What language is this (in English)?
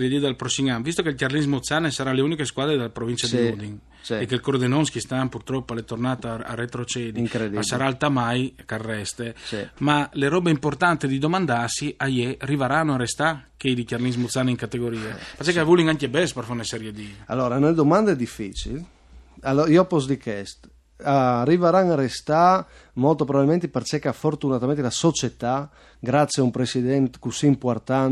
Friulian